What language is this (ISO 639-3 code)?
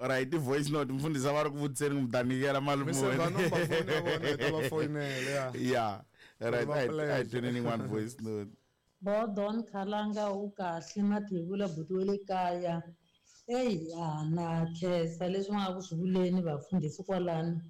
tso